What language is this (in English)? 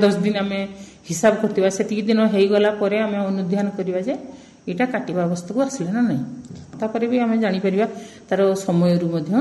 Odia